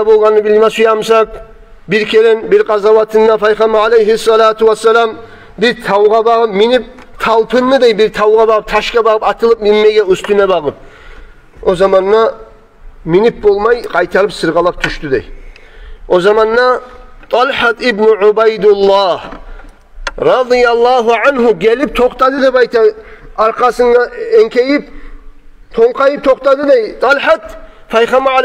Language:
Kumyk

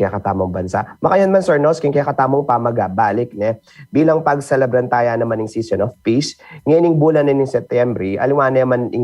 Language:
Pampanga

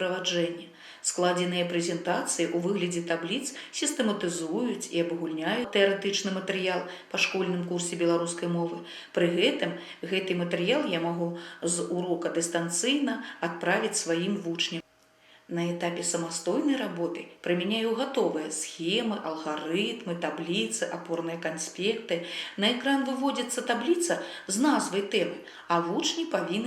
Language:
Belarusian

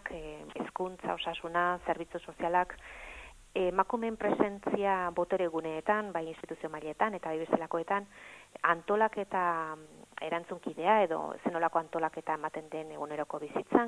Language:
Basque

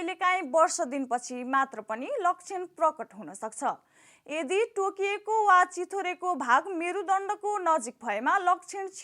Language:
Nepali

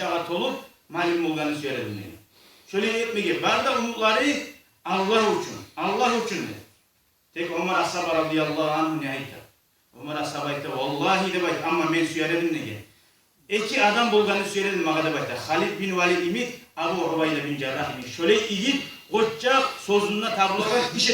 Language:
Kumyk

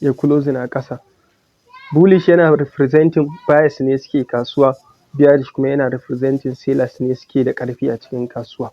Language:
Hausa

